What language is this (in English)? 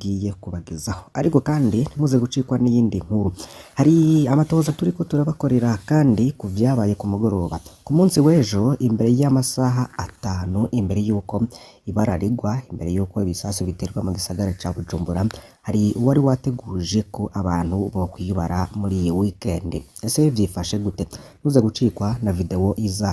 Rundi